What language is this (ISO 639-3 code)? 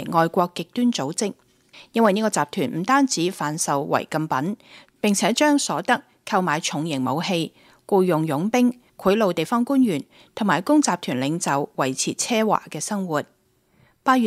yue